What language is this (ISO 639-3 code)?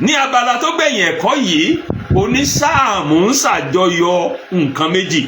yor